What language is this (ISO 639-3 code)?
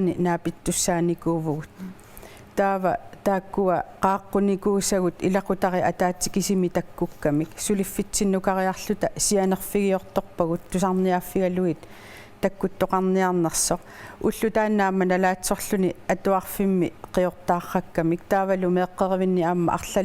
kal